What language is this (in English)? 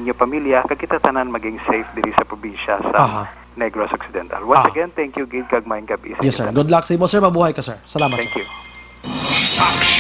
Hiligaynon